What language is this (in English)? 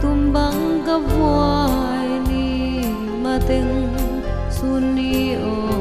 Tedim Chin